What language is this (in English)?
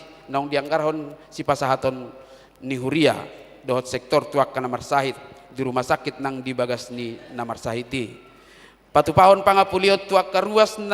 Batak Toba